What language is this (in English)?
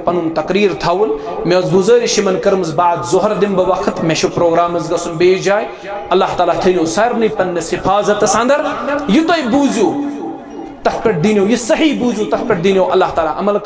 Kashmiri